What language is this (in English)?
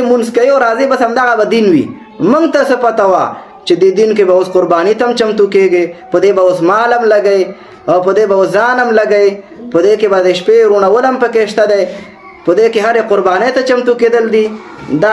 Pashto